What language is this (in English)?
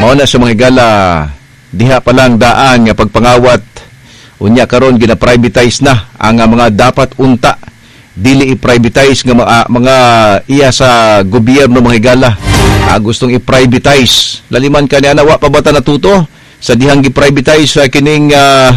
Cebuano